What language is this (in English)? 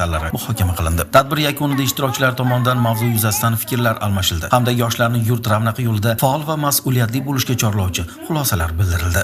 Uzbek